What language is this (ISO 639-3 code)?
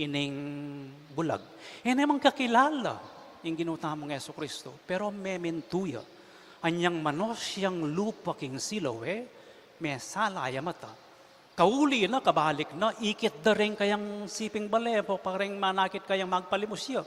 pam